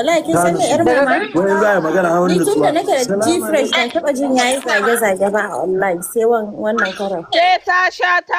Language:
Hausa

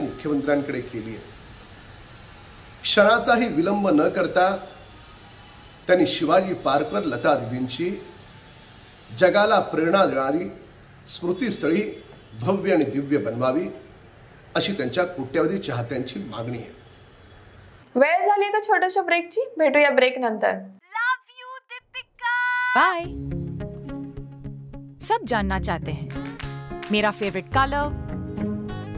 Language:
Marathi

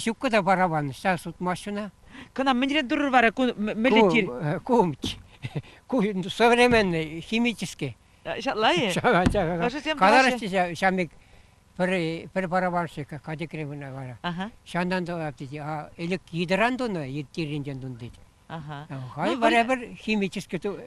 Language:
Chuvash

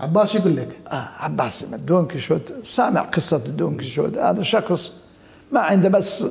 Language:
Mesopotamian Arabic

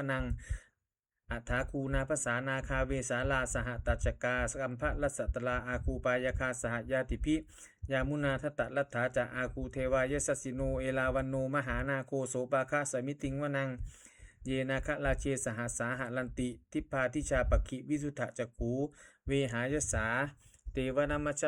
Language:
Pali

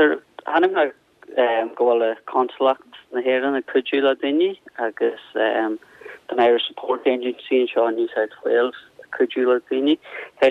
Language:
Irish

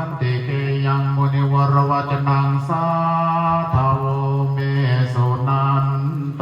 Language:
Pali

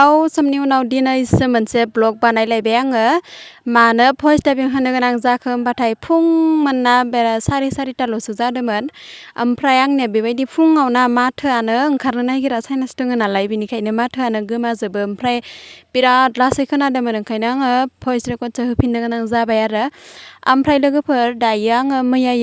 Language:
Bodo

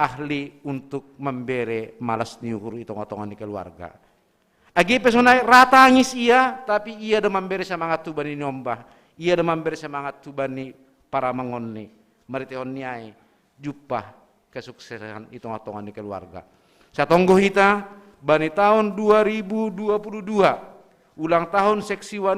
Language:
Batak Simalungun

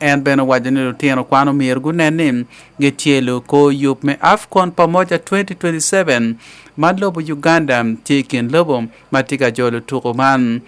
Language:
Acoli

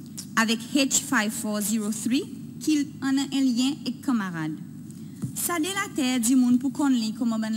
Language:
Seselwa Creole French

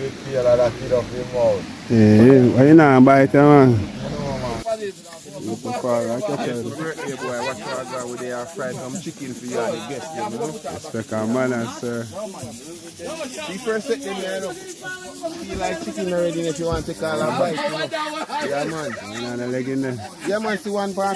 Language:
Jamaican Creole English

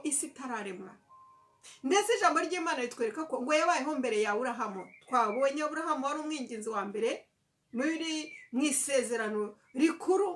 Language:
Kinyarwanda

